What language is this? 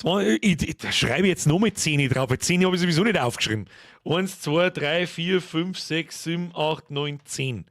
Bavarian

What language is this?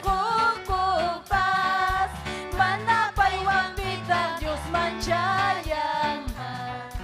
Ayacucho Quechua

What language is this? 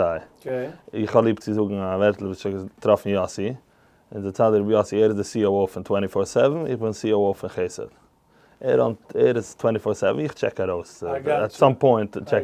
Yiddish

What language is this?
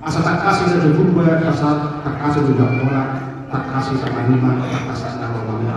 Batak Toba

